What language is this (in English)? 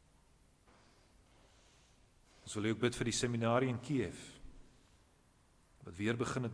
Afrikaans